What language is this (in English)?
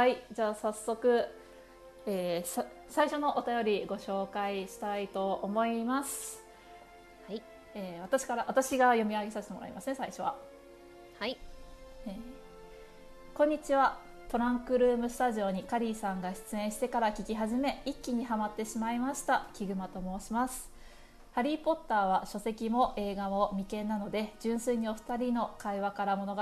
Japanese